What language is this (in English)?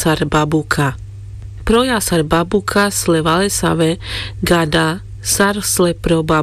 Carpathian Romani